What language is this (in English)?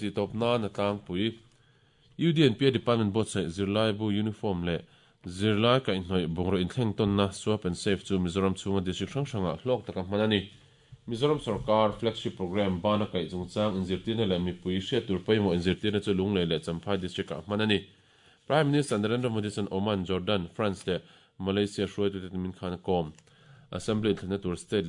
Mizo